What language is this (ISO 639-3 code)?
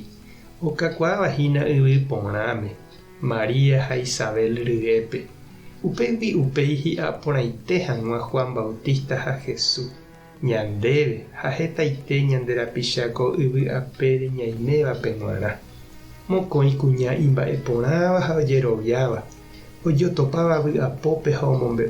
grn